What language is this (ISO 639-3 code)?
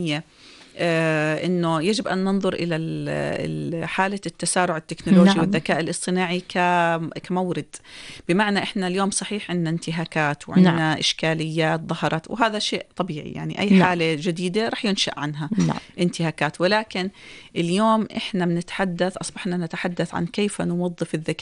apc